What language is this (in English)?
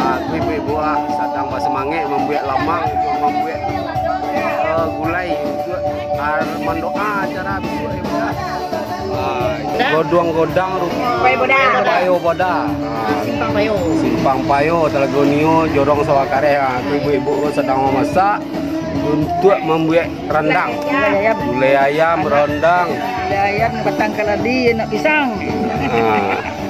Minangkabau